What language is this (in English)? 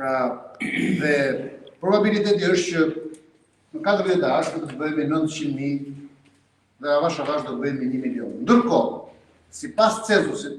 Albanian